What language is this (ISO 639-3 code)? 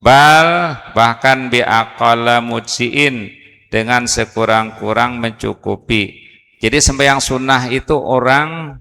bjn